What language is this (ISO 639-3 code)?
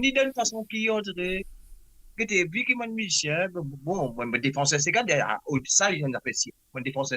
mfe